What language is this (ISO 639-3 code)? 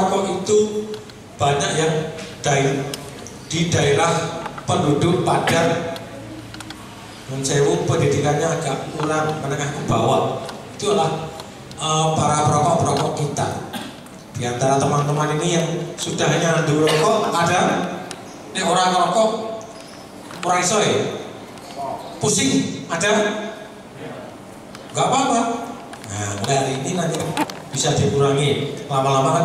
ind